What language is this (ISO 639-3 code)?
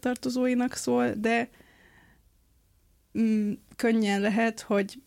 hun